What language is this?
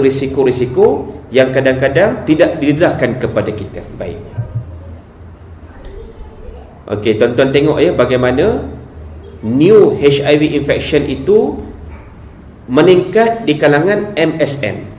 Malay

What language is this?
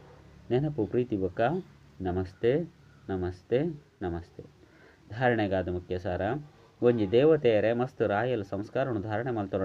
Tulu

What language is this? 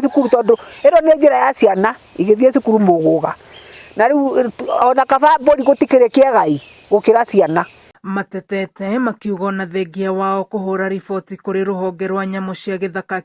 Kikuyu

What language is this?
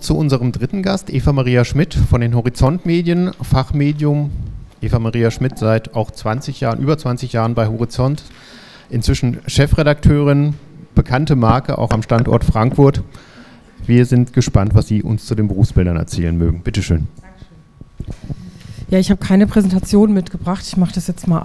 German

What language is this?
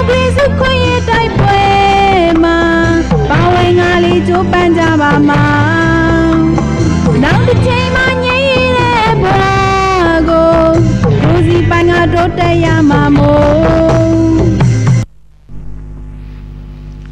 Burmese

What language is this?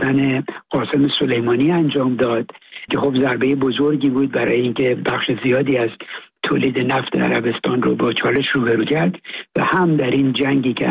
Persian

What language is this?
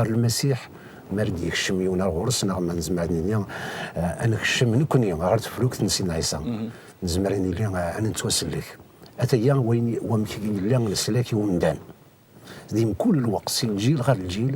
Kabyle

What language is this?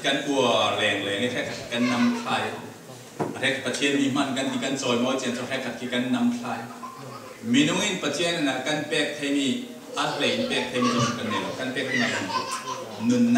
Falam Chin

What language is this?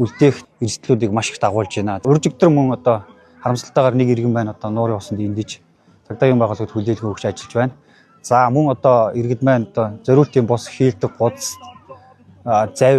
Mongolian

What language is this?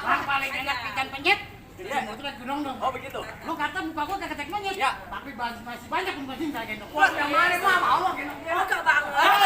Betawi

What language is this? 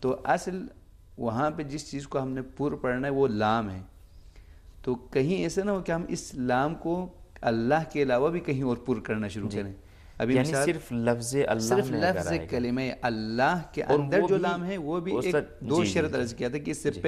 Urdu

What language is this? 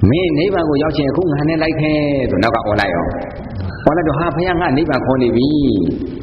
Burmese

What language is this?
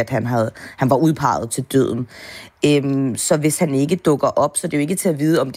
Danish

